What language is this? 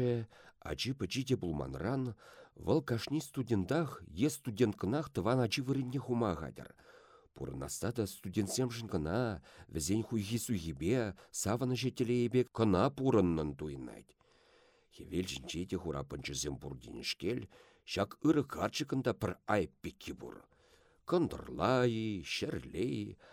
Chuvash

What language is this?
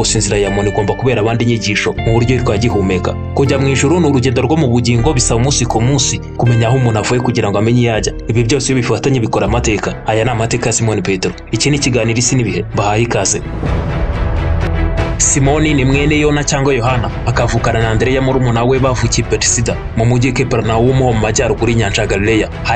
Kinyarwanda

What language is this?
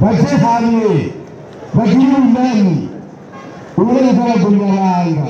Rundi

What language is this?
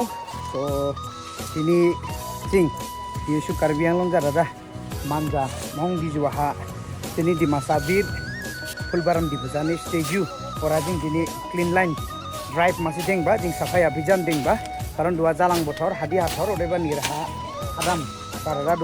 Dimasa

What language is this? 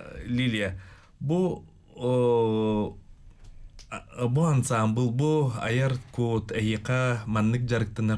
Yakut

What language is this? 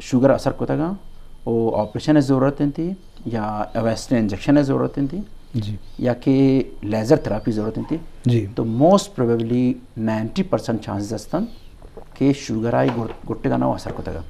Eastern Balochi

